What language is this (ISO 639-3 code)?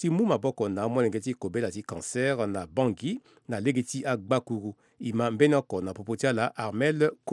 sag